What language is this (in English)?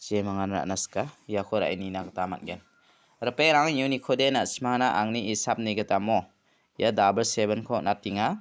Garo